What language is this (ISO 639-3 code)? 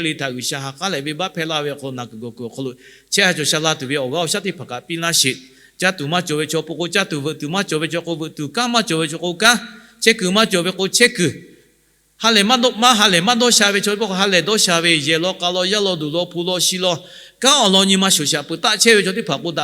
lhu